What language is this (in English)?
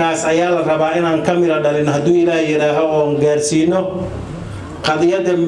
Somali